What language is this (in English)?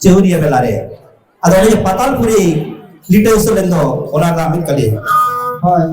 Santali